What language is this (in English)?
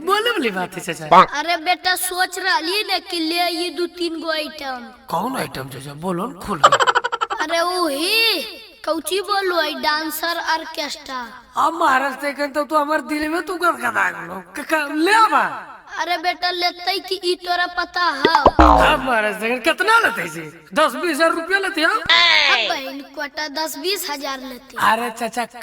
Magahi